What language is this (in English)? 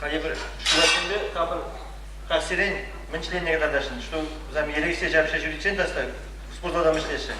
Chuvash